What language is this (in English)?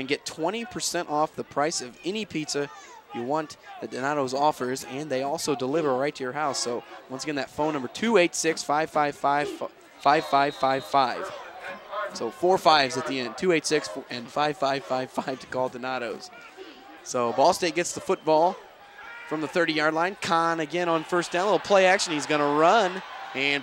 English